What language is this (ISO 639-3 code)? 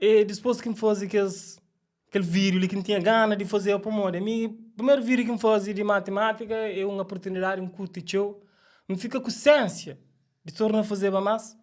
kea